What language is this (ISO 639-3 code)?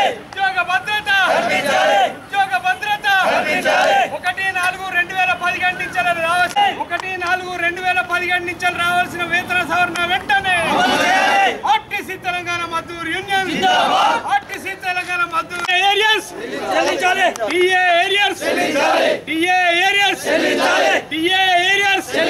tel